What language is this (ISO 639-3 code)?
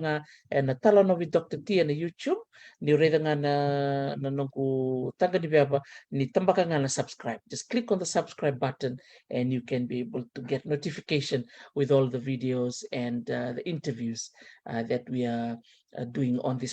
fij